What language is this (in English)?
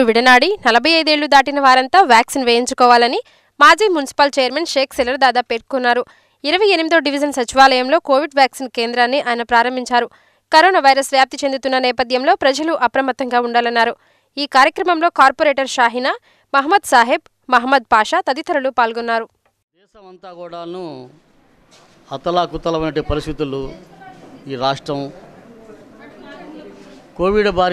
Telugu